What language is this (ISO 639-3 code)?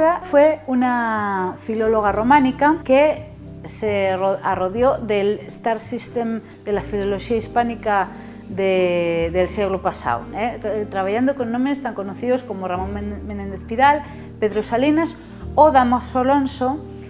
ast